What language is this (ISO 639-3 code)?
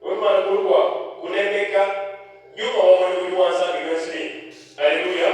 lua